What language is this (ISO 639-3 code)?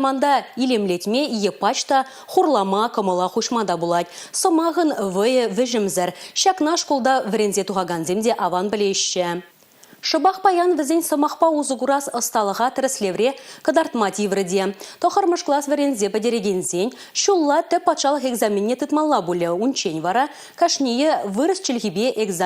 chv